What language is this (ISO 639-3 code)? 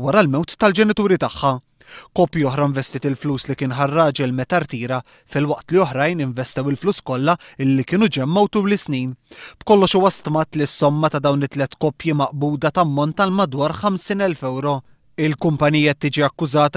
mlt